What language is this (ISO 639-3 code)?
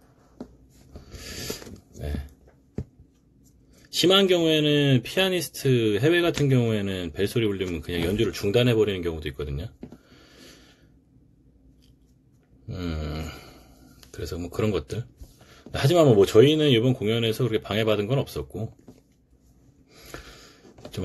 kor